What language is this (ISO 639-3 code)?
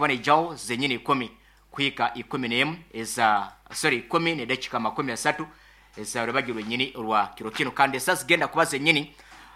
nyo